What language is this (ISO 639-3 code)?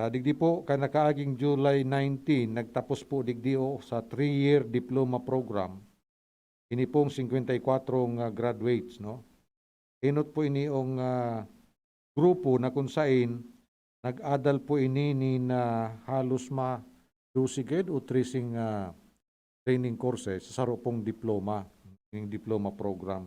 bik